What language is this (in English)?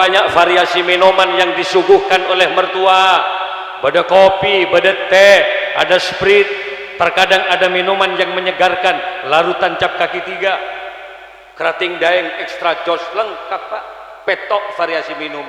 Madurese